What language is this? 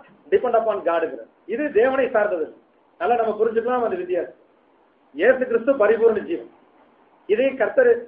Tamil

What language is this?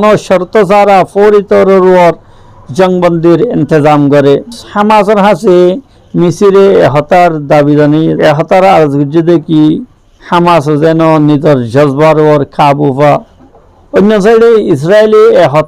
Rohingya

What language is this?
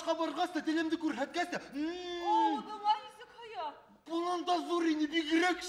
Bashkir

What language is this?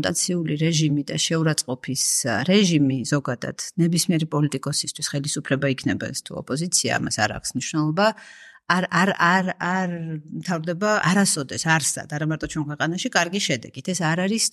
Georgian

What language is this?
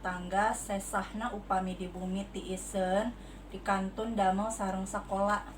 Sundanese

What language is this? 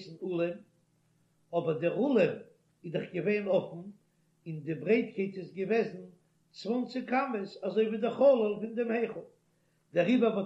Yiddish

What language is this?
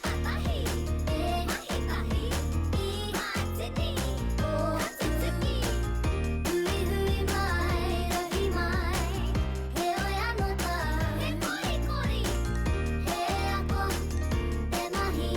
Māori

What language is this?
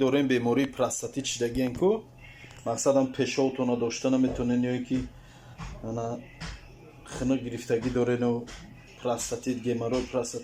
Tajik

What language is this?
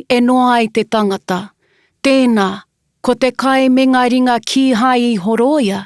Māori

